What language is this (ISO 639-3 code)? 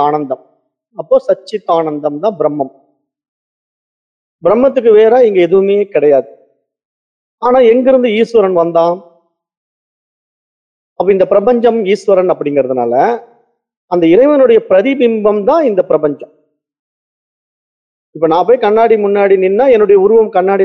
tam